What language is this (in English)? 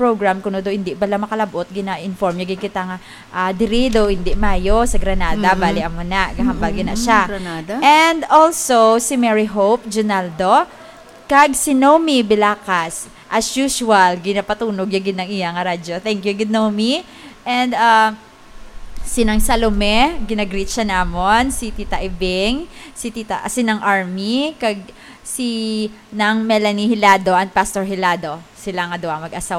Hiligaynon